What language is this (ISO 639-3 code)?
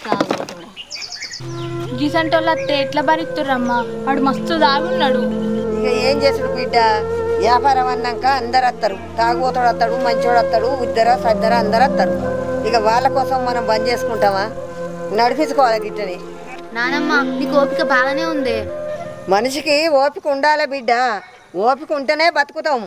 tel